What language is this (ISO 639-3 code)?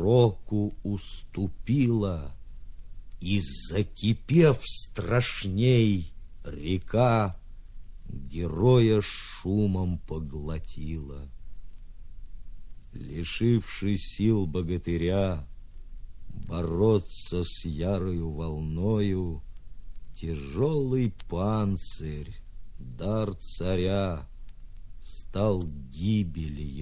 rus